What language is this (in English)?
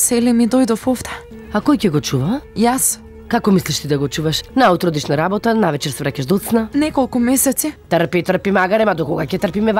Macedonian